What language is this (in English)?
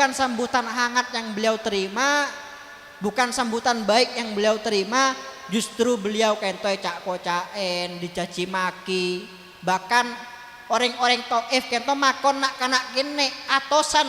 Madurese